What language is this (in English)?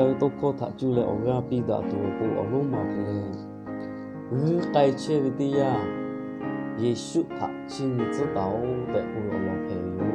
Lahu